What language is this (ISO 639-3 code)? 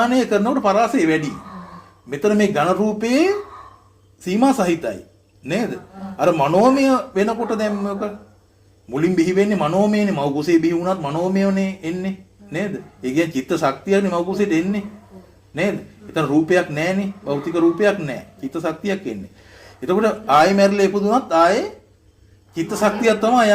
sin